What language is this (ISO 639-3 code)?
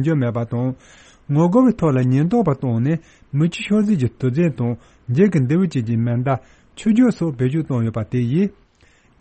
bod